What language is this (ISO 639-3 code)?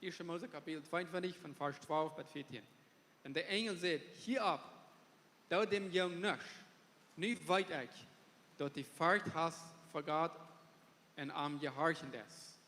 pdt